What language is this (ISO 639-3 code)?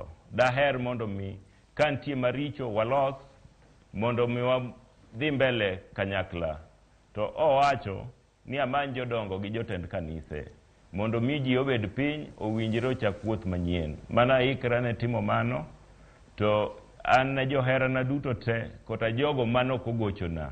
luo